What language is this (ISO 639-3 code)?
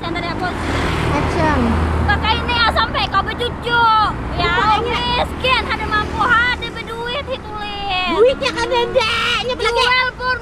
bjn